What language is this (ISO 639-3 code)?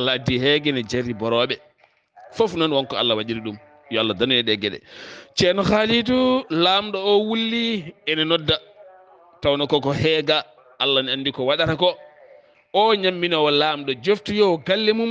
ful